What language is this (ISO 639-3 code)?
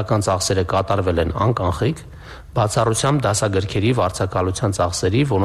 hye